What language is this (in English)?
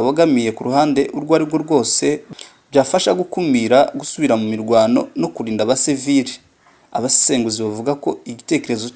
Kinyarwanda